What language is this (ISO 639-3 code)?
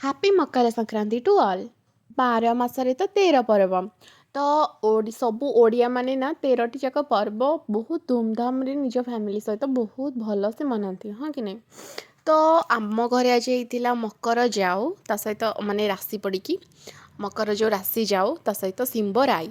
ori